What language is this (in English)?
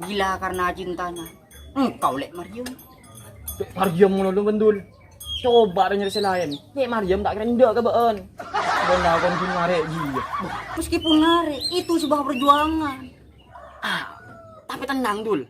Madurese